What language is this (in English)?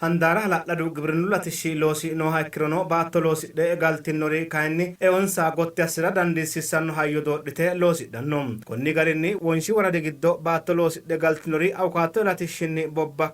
Sidamo